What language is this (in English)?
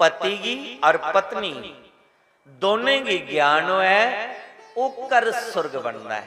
Dogri